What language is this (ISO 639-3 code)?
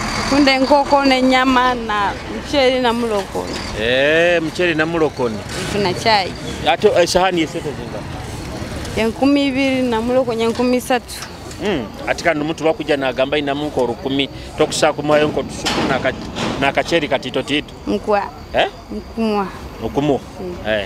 nyo